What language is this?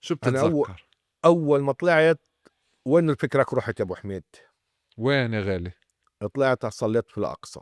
North Levantine Arabic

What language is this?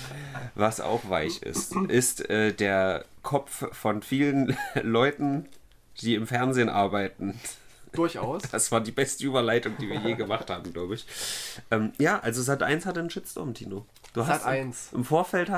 German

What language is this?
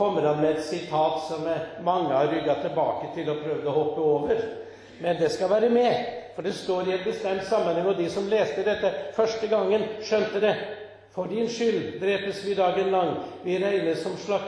Norwegian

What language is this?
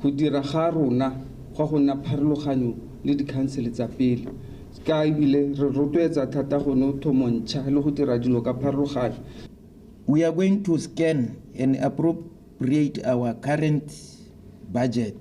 Tswana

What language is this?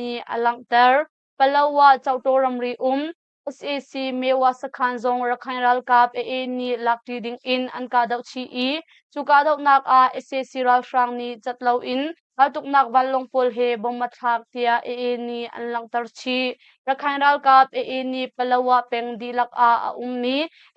Hakha Chin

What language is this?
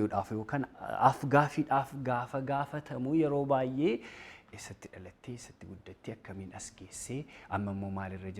Oromo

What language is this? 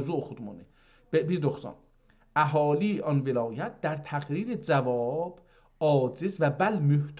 South Azerbaijani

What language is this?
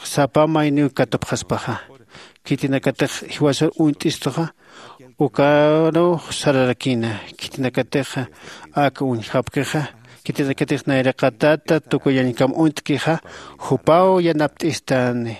Aymara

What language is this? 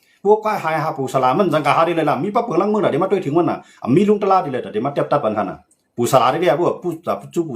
Shan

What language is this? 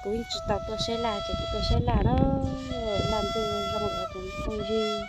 Hmong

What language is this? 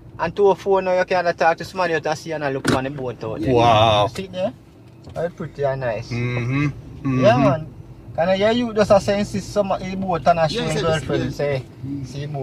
Jamaican Creole English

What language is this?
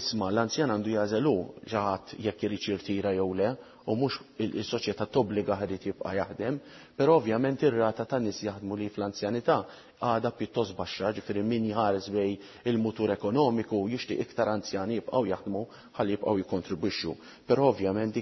Maltese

